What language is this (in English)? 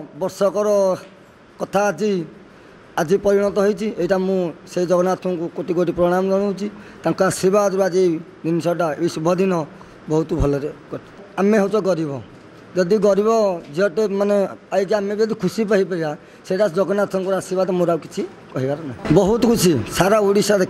Odia